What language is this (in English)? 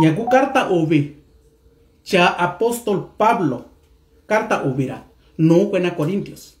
Mixtepec Mixtec